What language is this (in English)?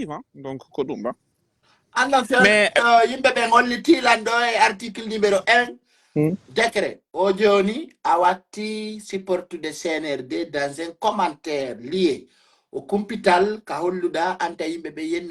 Pular